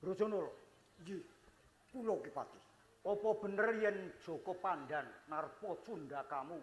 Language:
Javanese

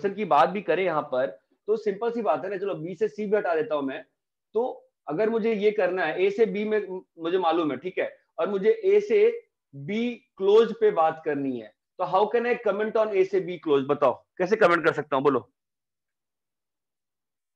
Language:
Hindi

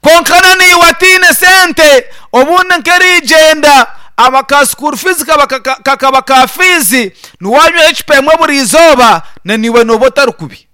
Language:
Nyankole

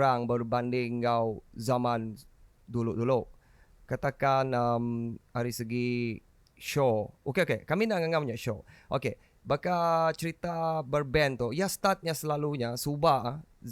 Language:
Iban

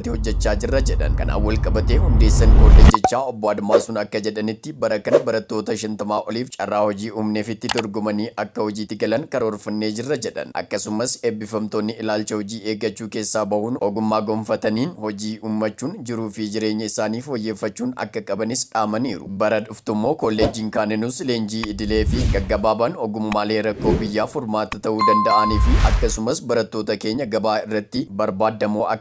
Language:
Oromo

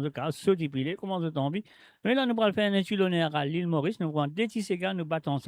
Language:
Morisyen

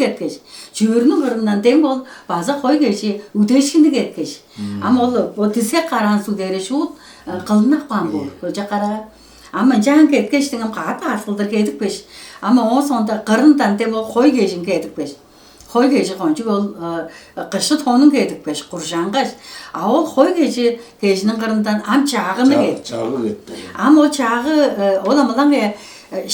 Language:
Tuvinian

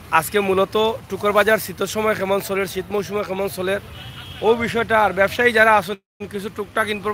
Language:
Sylheti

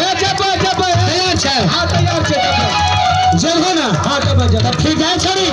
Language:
Maithili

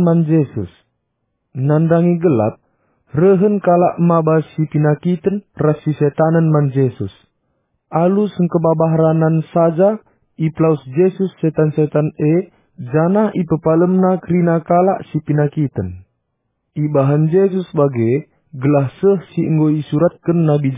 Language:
Batak Karo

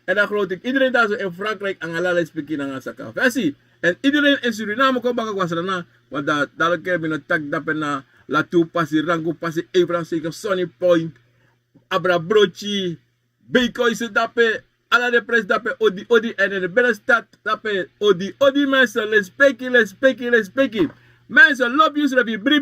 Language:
Sranan Tongo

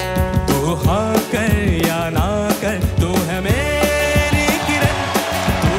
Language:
Hindi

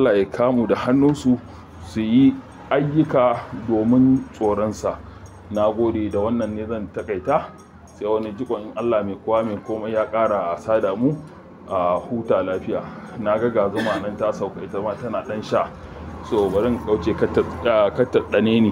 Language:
Hausa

